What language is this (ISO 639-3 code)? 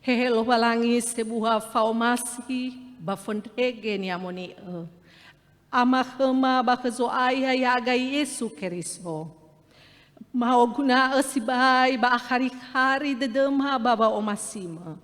nia